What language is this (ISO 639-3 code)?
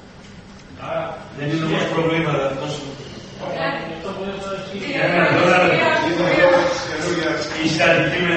ell